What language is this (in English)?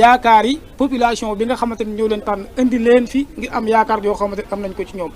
Wolof